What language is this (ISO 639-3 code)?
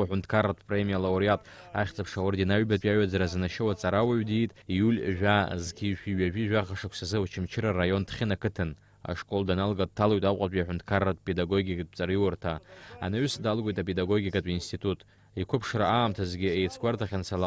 abk